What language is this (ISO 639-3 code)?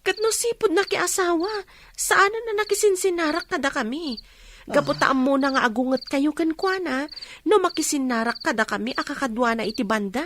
ilo